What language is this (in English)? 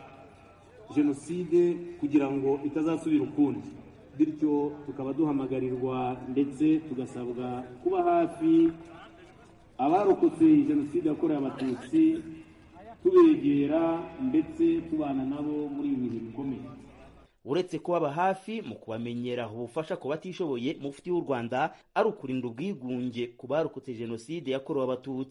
Kinyarwanda